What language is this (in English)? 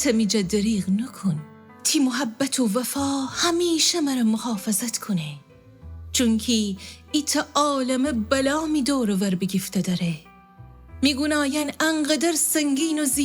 Gilaki